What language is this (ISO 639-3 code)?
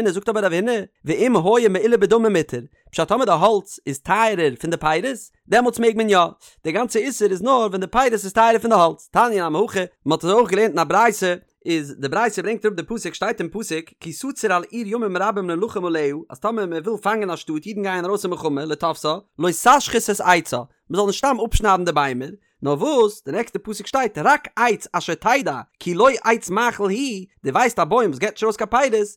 yid